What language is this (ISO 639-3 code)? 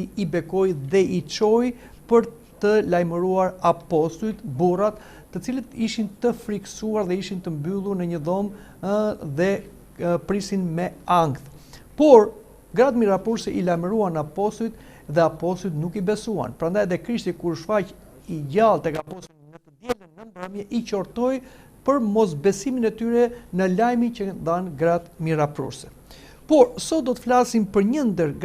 sqi